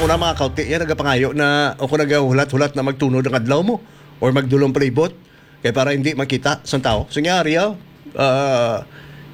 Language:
Hiligaynon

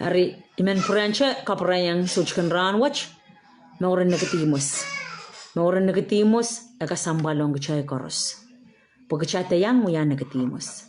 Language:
Pohnpeian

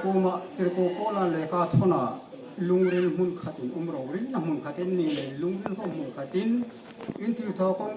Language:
Hmar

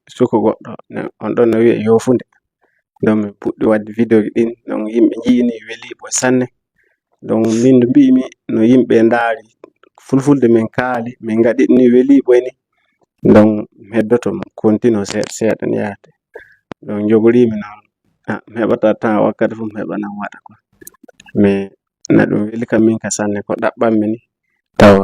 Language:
Fula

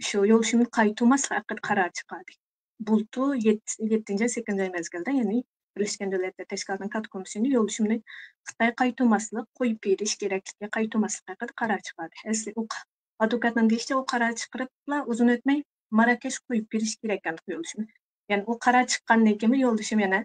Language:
Uyghur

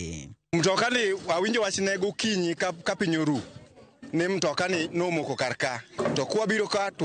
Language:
Luo (Kenya and Tanzania)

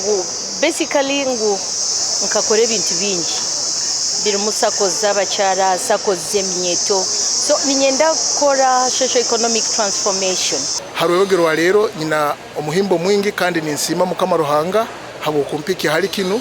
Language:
Nyankole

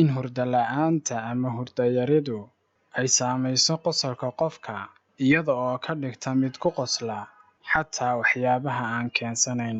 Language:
Somali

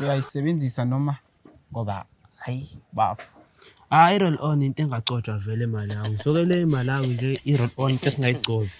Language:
Zulu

